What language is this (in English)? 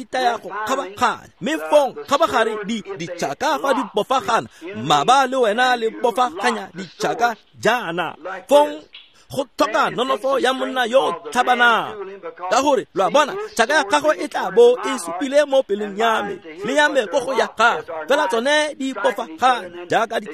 Tswana